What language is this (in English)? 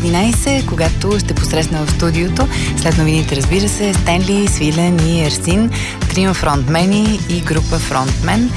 Bulgarian